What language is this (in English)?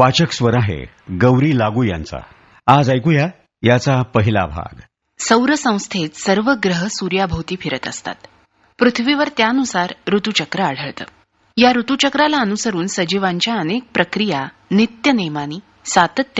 Marathi